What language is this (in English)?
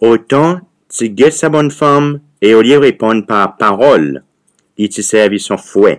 Seselwa Creole French